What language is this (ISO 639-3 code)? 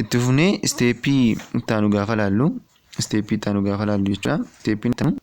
orm